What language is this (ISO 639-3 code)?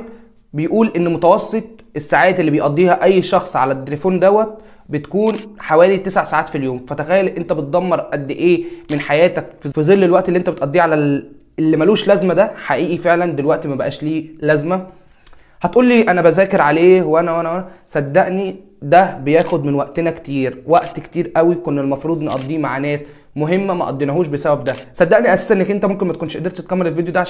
arz